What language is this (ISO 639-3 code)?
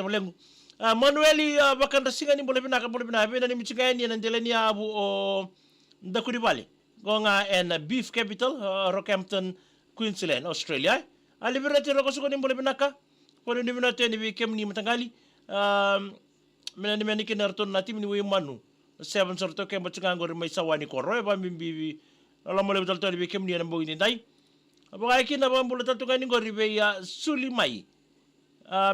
fij